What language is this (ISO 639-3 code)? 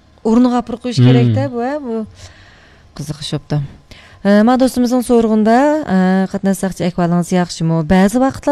uig